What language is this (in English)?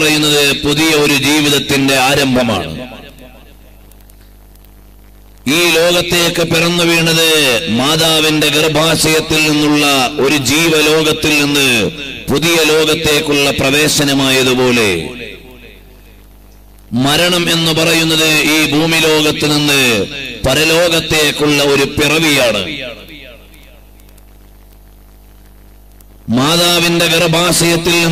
Malayalam